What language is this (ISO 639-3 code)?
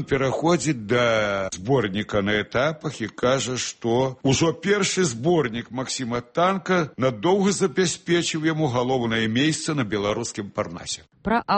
bel